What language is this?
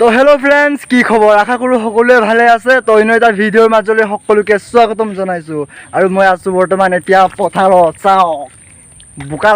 Assamese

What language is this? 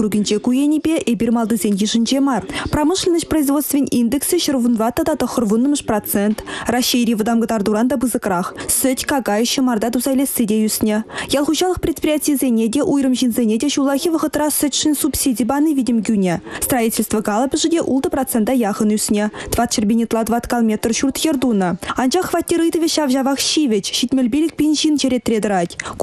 Chuvash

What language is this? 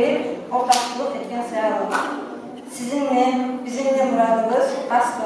Kumyk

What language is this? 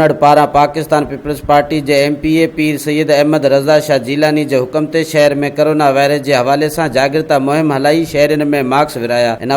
Sindhi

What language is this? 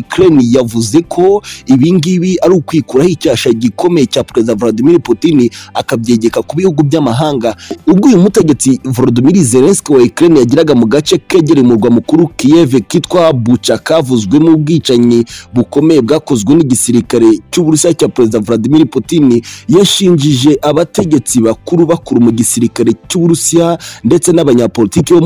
Kinyarwanda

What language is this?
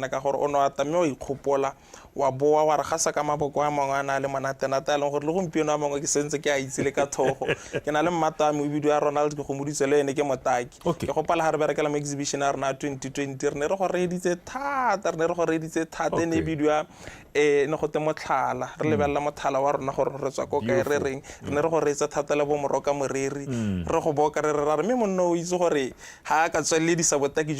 Tswana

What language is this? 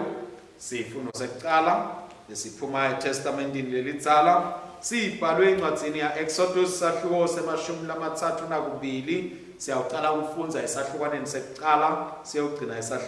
Swati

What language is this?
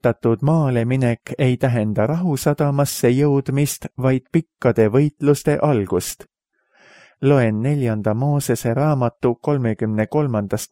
Estonian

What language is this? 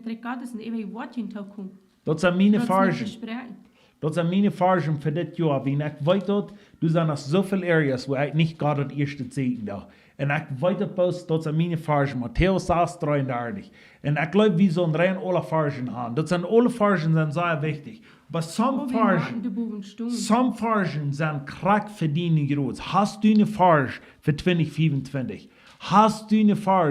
Plautdietsch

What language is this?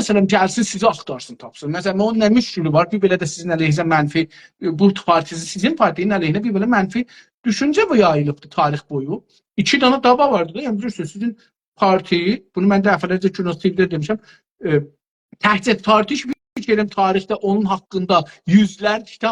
South Azerbaijani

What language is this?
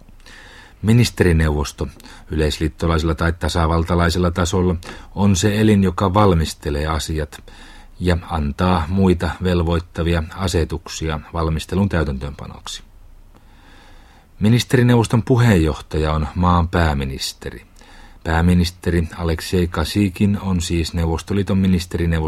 Finnish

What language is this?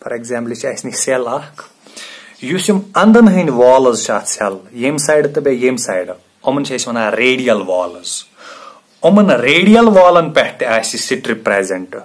Kashmiri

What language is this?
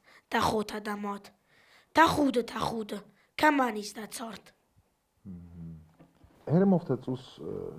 Ossetic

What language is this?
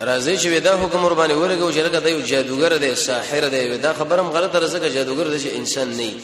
Pashto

